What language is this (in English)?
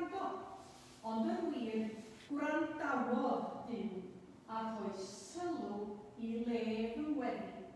Welsh